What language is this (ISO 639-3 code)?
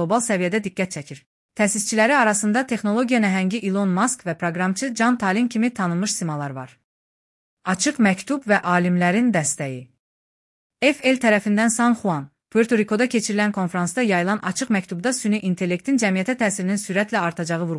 aze